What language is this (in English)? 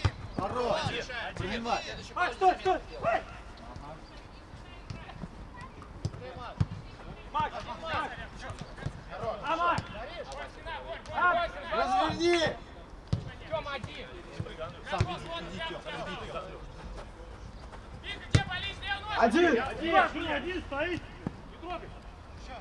Russian